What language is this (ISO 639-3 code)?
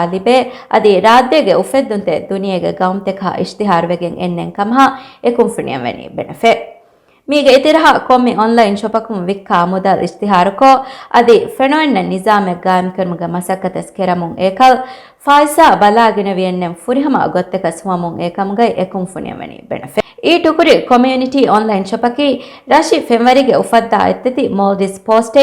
div